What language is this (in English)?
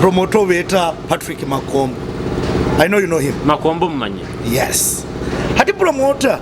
Nyoro